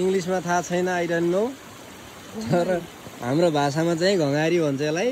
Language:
Nepali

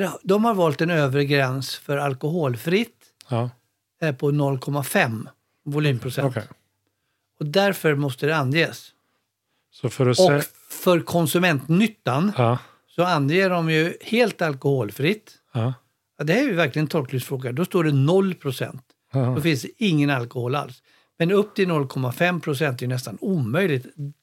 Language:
Swedish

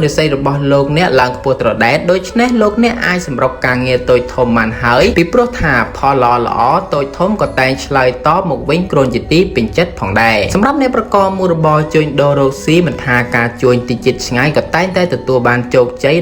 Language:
Khmer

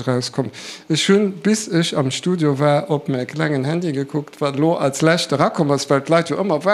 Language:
Luxembourgish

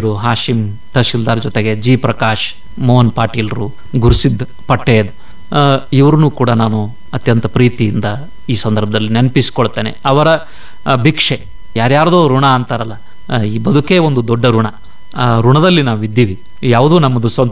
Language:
Kannada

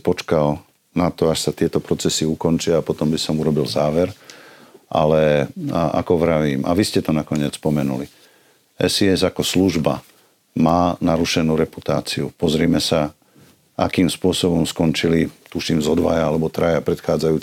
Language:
Slovak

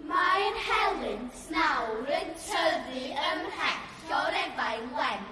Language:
Welsh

